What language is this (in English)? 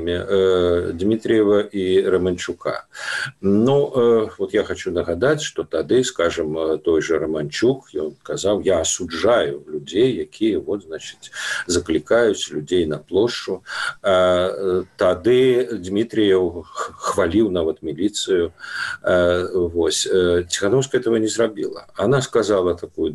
Belarusian